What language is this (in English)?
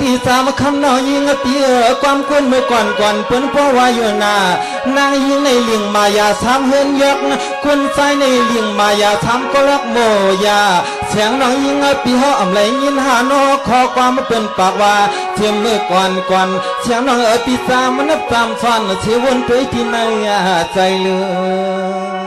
Shan